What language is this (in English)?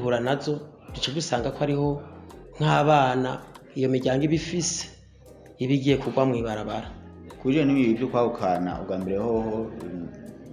Rundi